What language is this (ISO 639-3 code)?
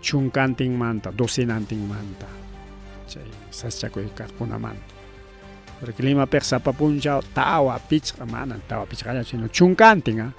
quy